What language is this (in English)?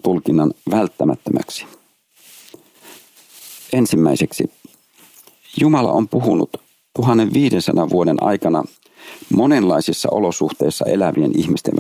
Finnish